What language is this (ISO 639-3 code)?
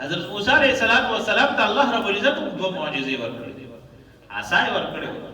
pus